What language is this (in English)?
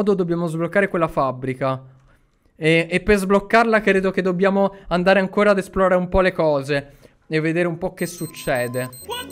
Italian